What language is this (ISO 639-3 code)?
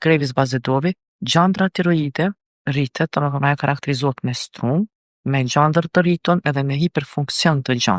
sqi